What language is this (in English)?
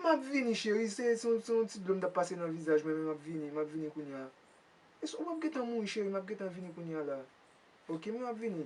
Haitian Creole